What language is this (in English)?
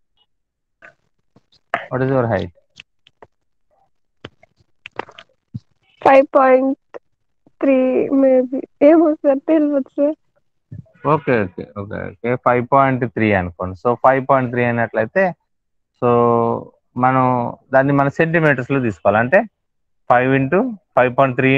Telugu